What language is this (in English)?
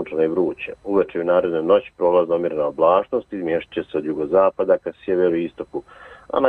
Croatian